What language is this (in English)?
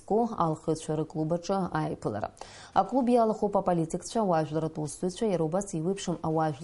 Abkhazian